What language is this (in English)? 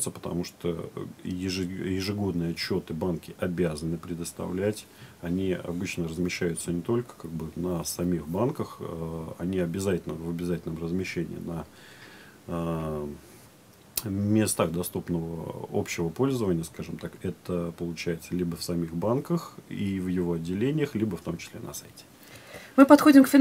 Russian